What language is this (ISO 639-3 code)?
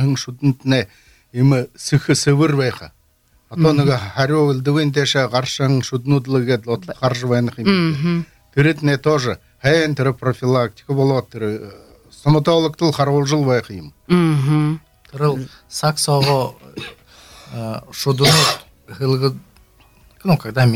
bel